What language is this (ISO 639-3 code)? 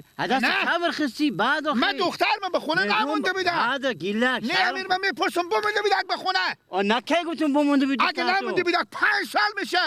fas